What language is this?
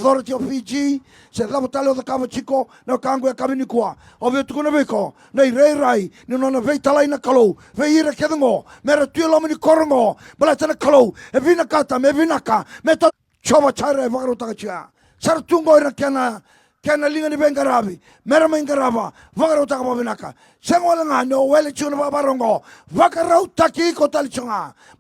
Fijian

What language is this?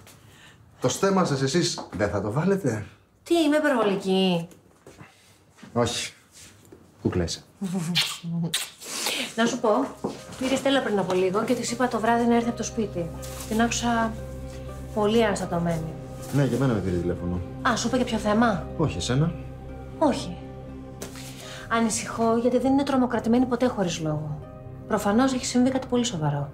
Greek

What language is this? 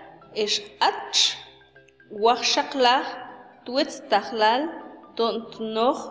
Mam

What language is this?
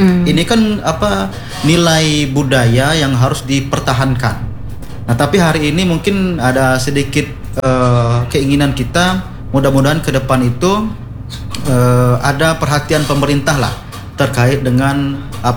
Indonesian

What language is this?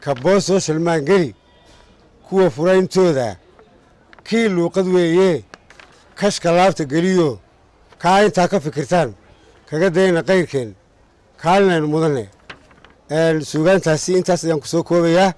Somali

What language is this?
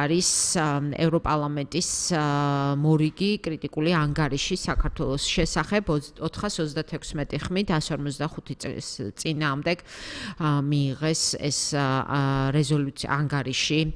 Georgian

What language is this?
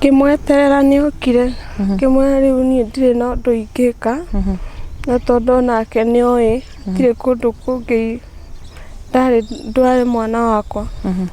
Kikuyu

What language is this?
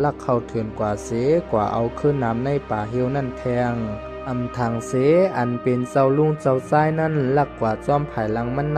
Shan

